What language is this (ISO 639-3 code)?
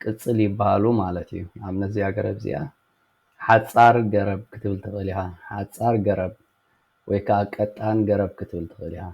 tir